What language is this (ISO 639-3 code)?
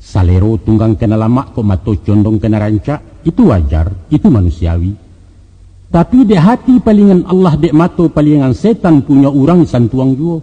min